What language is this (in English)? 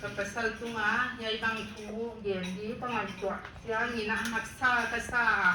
Paite Chin